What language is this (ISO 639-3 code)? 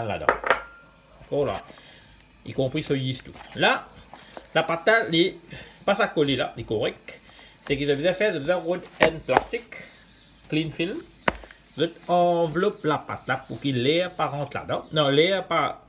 mfe